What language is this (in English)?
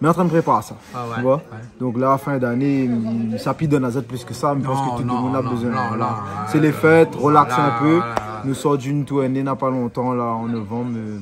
Réunion Creole French